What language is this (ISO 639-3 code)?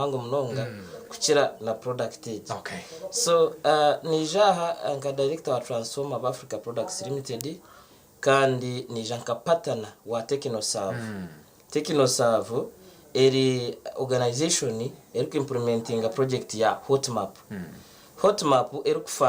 nyn